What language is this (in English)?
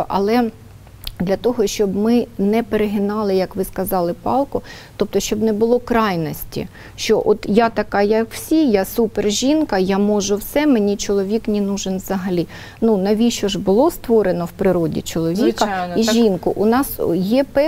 Ukrainian